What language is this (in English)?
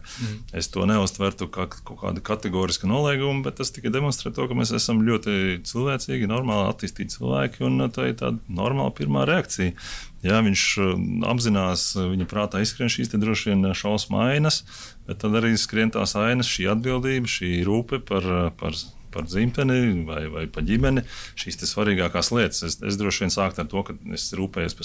Latvian